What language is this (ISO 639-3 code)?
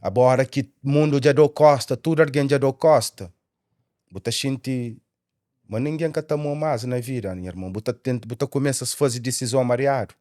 kea